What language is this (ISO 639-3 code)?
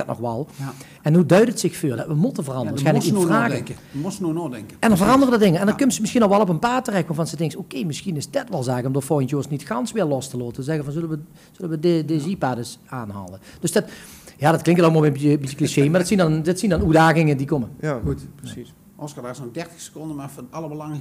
lim